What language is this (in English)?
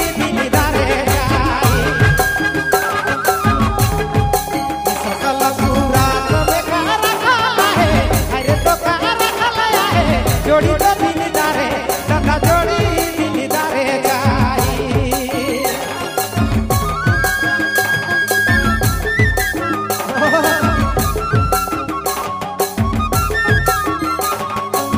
Bhojpuri